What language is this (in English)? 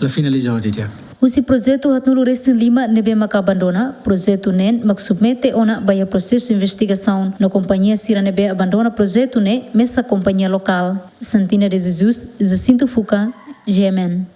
Tetum